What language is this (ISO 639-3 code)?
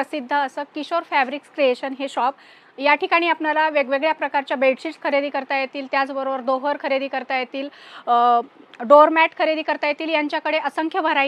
mar